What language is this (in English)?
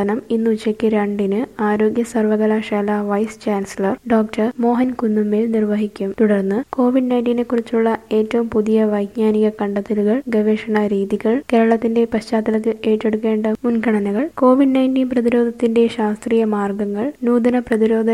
Malayalam